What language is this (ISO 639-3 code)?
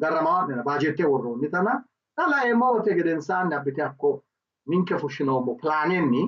sid